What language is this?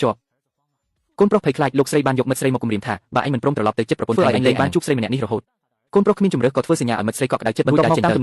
Khmer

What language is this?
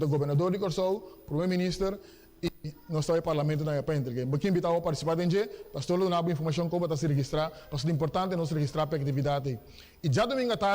Papiamento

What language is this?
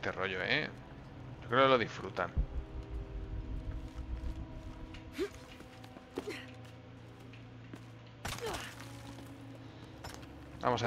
Spanish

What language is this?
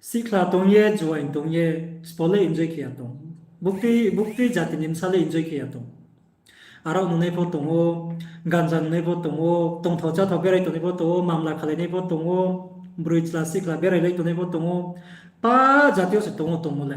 Riang (India)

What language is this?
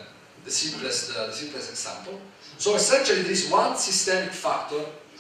English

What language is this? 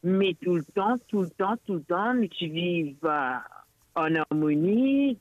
Morisyen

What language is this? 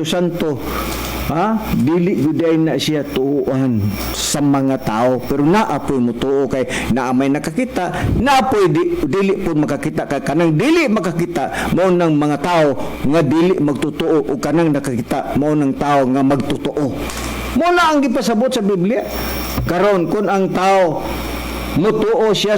Cebuano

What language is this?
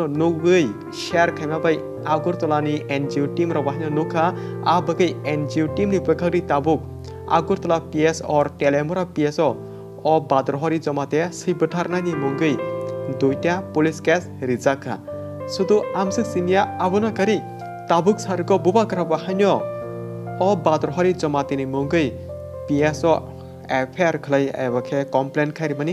Kok Borok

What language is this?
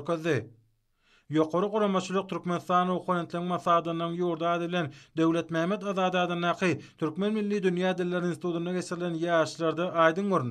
Turkmen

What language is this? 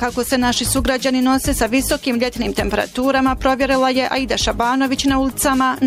Bosnian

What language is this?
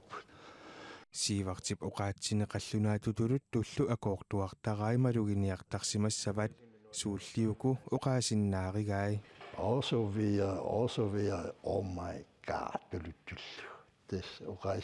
Kalaallisut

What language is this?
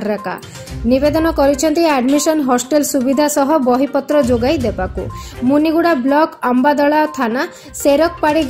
Odia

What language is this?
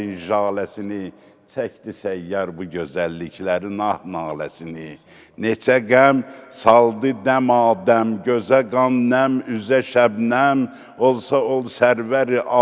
Azerbaijani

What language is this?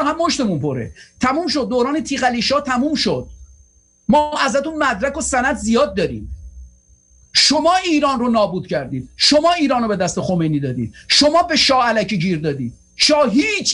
Persian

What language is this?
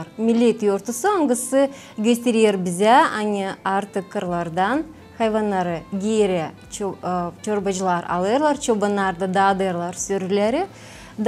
Gagauz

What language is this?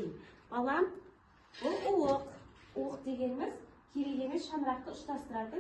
Kazakh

